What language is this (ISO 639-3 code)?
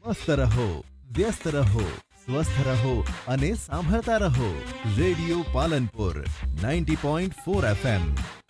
guj